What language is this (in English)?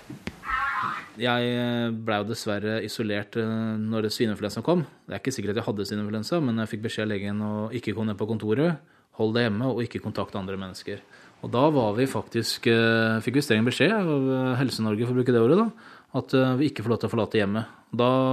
Norwegian